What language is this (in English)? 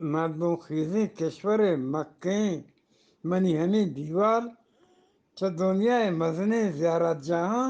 Eastern Balochi